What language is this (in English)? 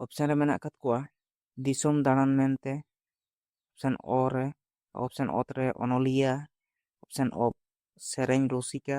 Santali